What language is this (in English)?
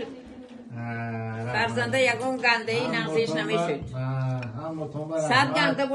Tajik